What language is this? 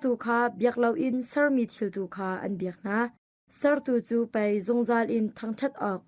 Hakha Chin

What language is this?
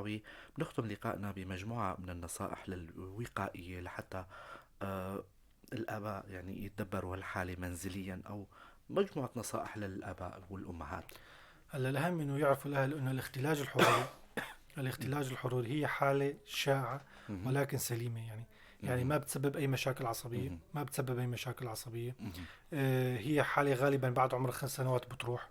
North Levantine Arabic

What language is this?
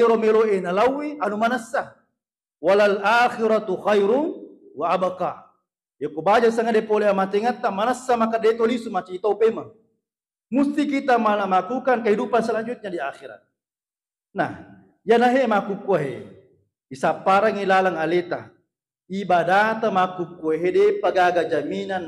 Buginese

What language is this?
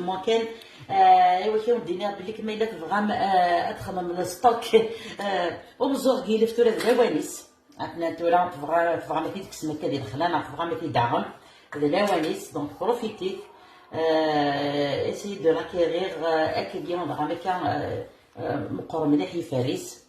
Kabyle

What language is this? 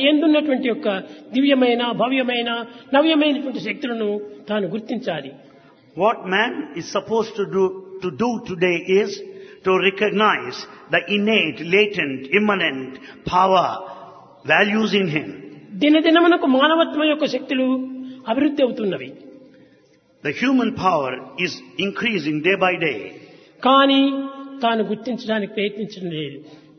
Telugu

